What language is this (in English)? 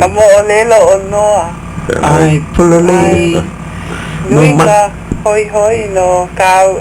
Hawaiian